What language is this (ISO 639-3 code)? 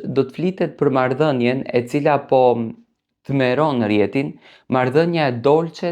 sqi